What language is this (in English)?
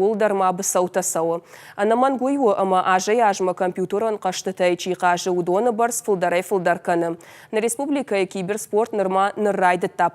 Ossetic